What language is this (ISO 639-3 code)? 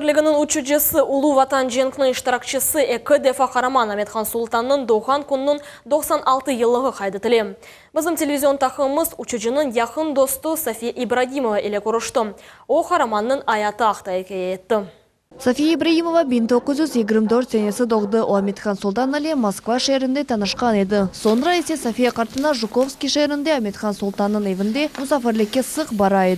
crh